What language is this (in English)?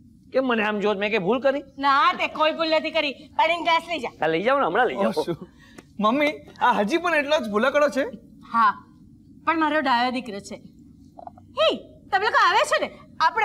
Gujarati